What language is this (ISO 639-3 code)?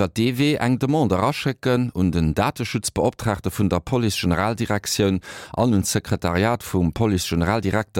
ltz